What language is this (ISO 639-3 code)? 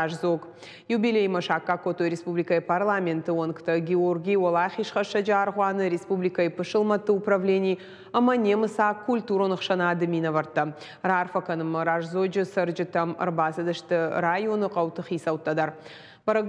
oss